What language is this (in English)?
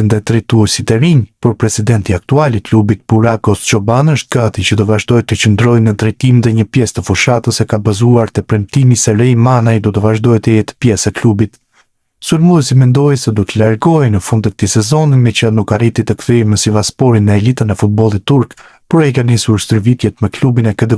Albanian